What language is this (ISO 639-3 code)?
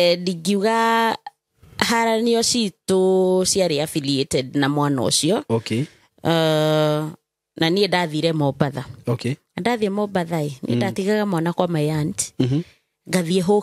kik